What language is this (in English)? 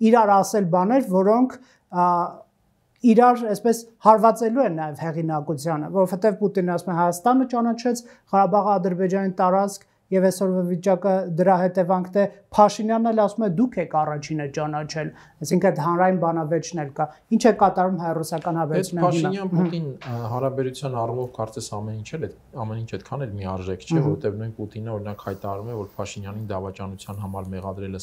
Armenian